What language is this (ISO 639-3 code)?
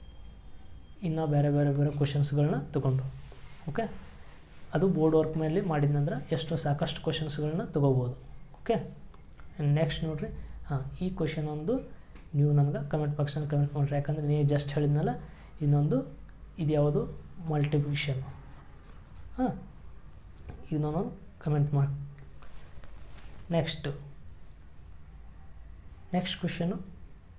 kan